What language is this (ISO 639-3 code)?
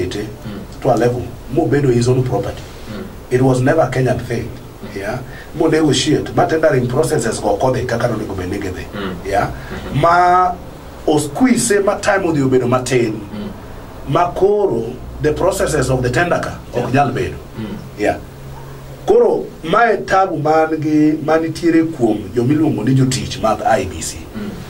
luo